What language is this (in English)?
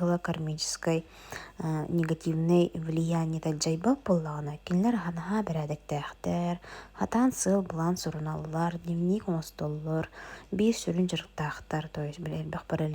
Yakut